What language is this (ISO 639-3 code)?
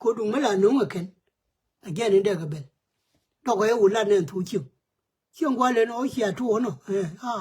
nus